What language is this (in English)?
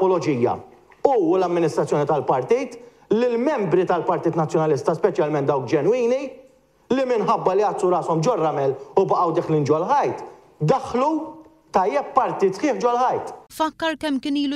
Maltese